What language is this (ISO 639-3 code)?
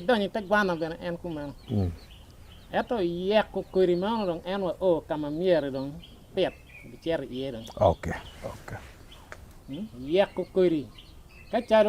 ach